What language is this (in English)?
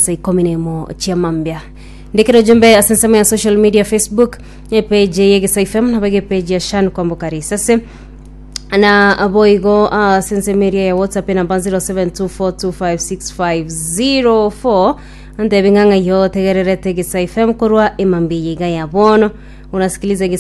Gusii